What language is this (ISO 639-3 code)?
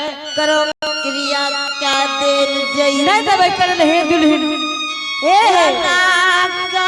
anp